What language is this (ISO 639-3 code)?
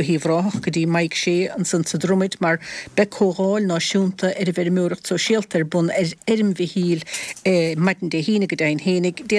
gle